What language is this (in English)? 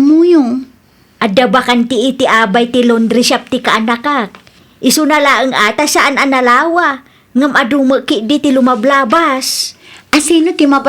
Iloko